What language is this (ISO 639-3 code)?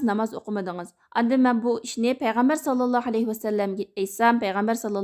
uig